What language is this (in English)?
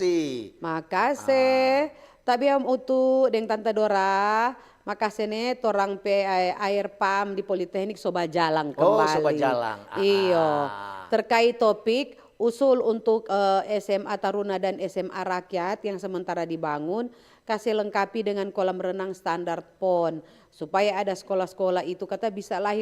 Manado Malay